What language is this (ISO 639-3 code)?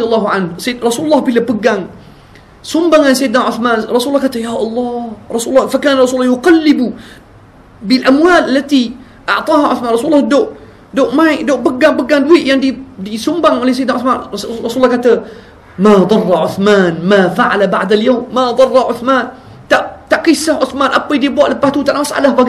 msa